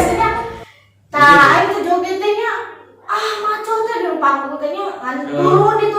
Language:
Sundanese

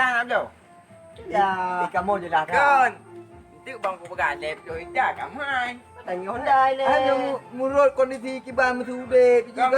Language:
Achinese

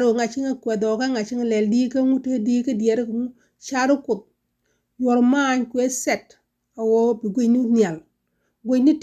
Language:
Nuer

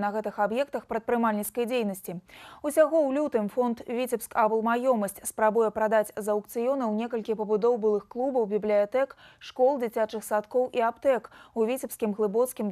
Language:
Belarusian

